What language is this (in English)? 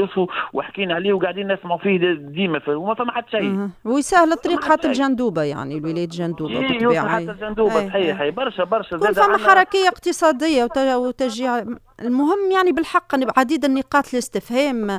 Tunisian Arabic